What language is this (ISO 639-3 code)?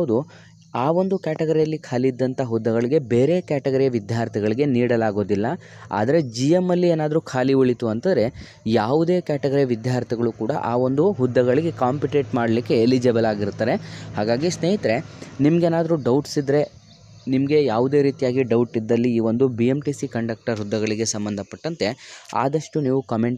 kan